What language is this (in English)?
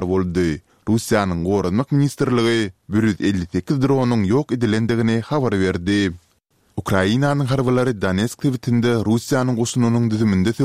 Turkmen